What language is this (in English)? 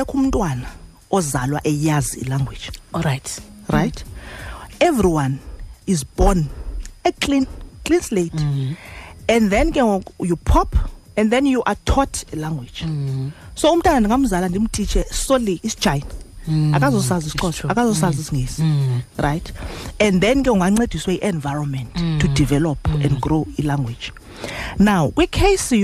Xhosa